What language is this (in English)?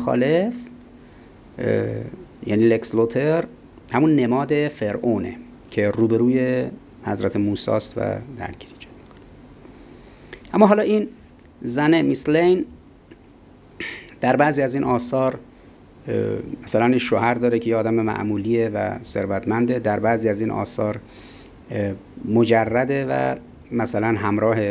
Persian